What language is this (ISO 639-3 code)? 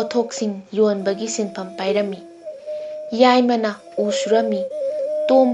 mni